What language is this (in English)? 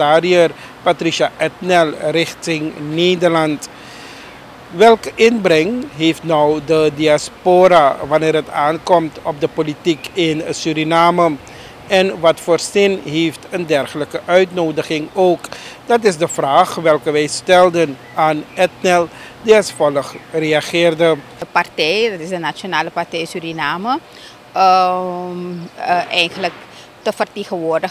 Dutch